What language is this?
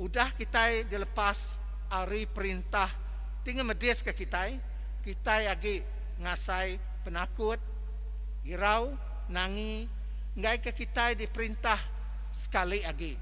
Iban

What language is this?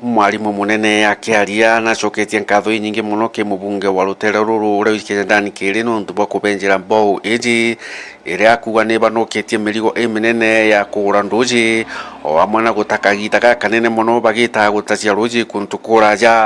Meru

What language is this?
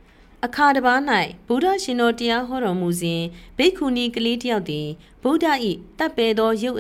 Burmese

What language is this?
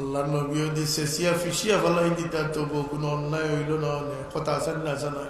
Sylheti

